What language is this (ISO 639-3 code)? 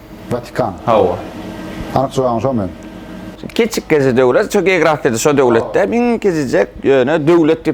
tuk